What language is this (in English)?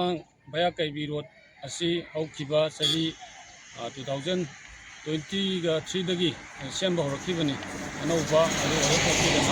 Manipuri